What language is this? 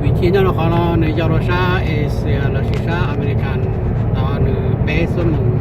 Hmong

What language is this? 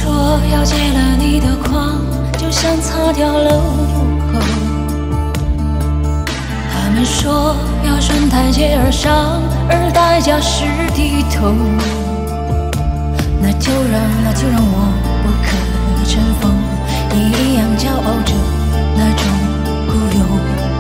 Chinese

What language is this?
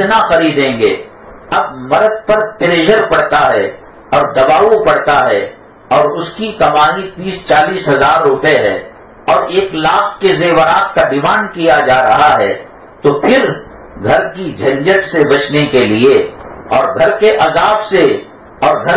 Urdu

